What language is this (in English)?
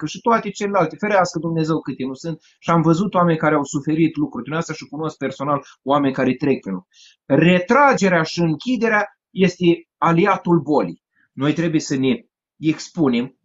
Romanian